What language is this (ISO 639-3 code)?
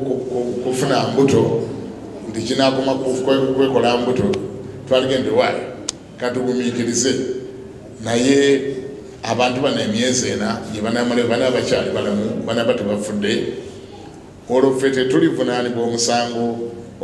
lug